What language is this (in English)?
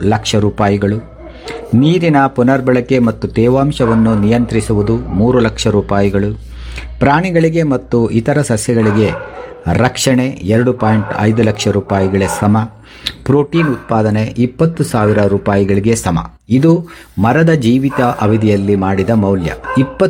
Kannada